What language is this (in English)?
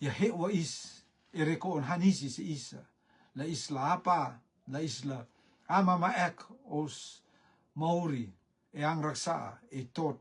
Rotuman